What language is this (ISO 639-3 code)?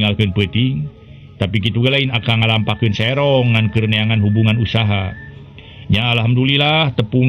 sun